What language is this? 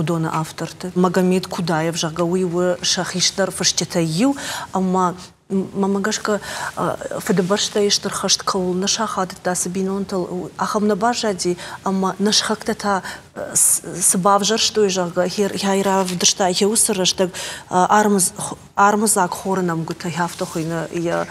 Ossetic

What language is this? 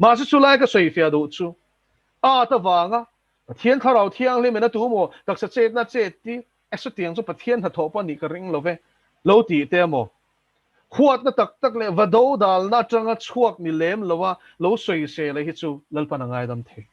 Mizo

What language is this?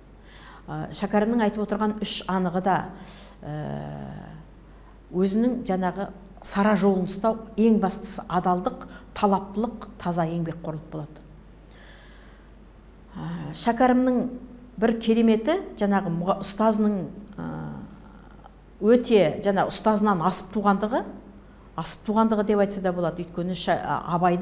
Kazakh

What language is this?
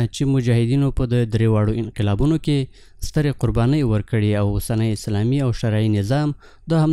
Pashto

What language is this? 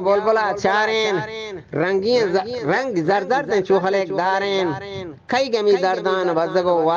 Eastern Balochi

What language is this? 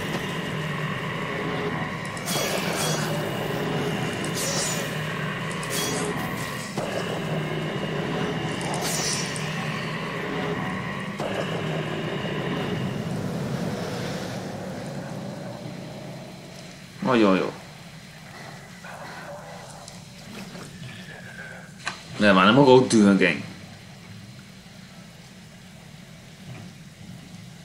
Hungarian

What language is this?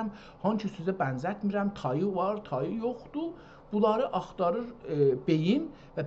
South Azerbaijani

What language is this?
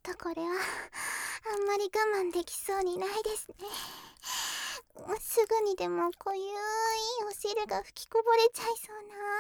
Japanese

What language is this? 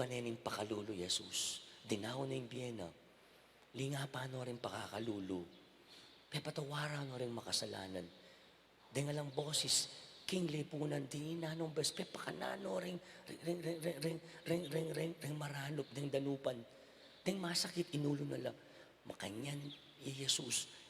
Pampanga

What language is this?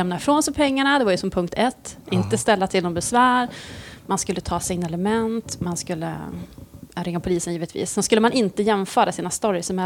Swedish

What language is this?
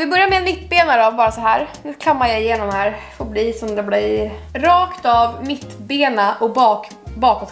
Swedish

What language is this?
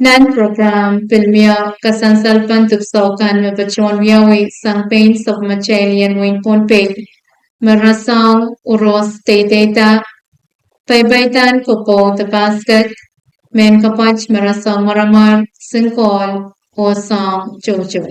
Pohnpeian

